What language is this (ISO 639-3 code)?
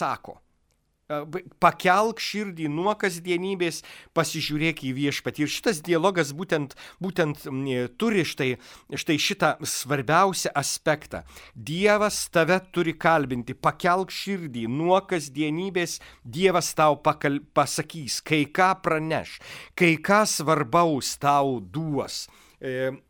lit